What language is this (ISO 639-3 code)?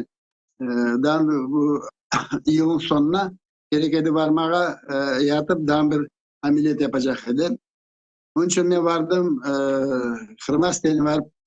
crh